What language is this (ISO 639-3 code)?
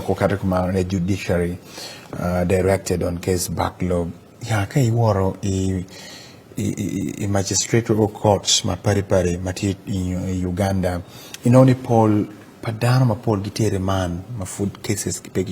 ach